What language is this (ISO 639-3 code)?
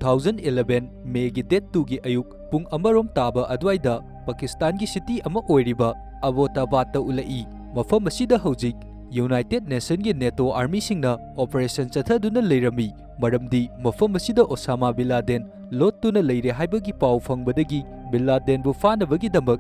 mni